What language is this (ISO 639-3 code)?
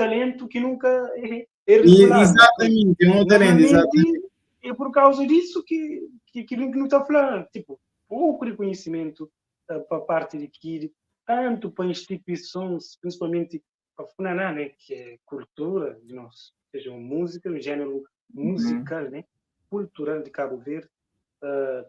kea